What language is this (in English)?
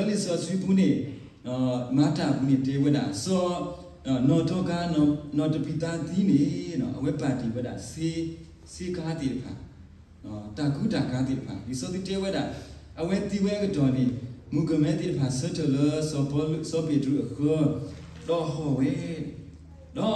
S'gaw Karen